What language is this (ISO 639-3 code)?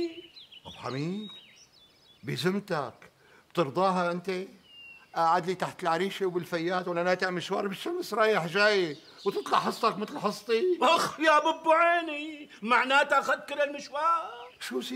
apc